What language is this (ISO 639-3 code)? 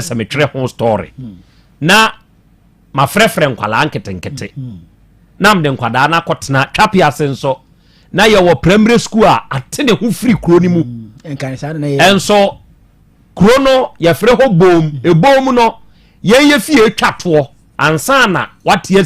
aka